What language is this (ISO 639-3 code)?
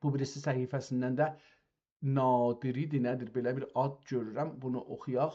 azb